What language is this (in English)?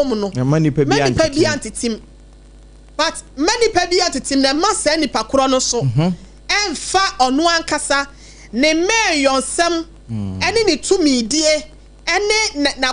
Akan